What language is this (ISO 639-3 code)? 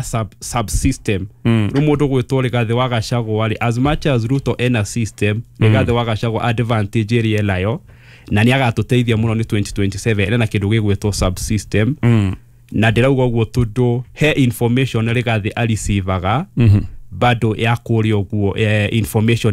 kik